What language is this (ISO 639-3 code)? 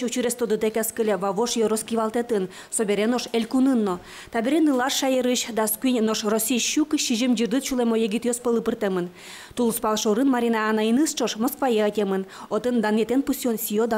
udm